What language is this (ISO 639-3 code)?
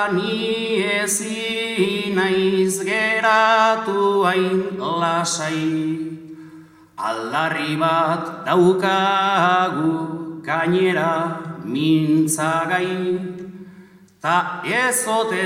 eus